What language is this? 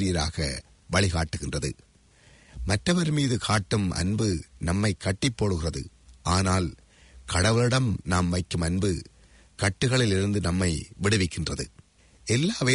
Tamil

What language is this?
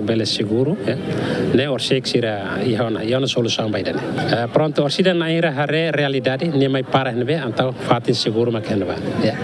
Tetum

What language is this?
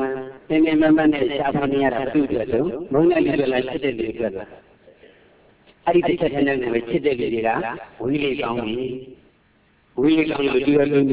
Burmese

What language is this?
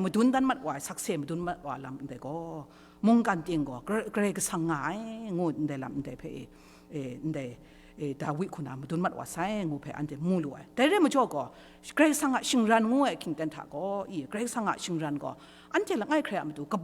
Kachin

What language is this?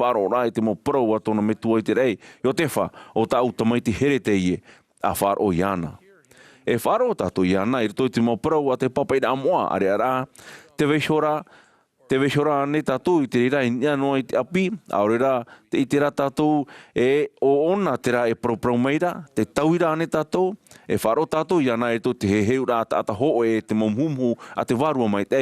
Tahitian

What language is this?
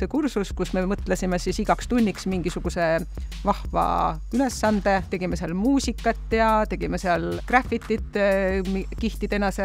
Estonian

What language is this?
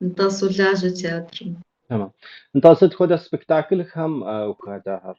Kabardian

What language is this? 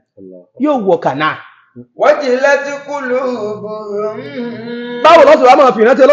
Yoruba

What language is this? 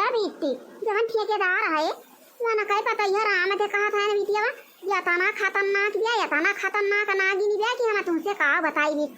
Awadhi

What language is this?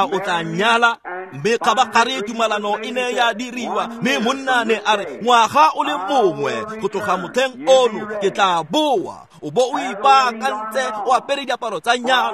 Tswana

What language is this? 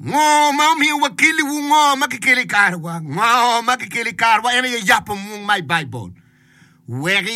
Acoli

